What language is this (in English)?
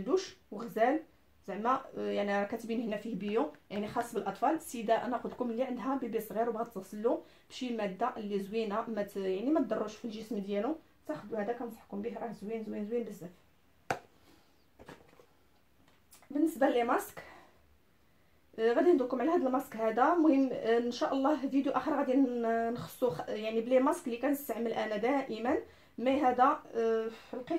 Moroccan Arabic